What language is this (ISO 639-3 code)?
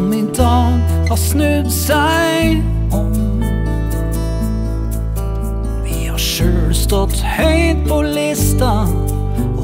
nor